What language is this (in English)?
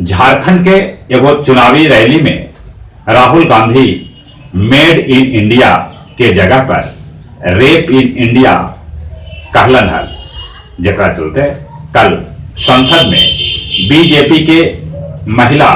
Magahi